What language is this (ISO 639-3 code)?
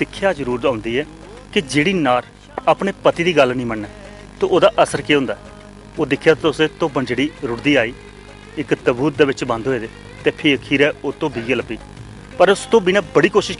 doi